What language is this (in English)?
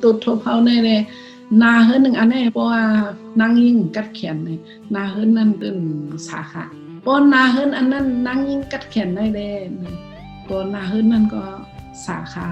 Shan